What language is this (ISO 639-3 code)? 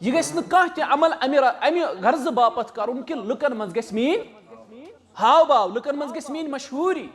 kas